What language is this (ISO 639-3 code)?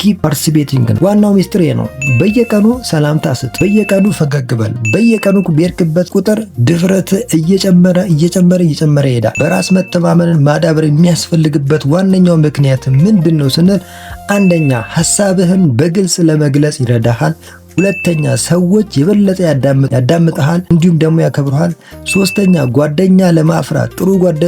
amh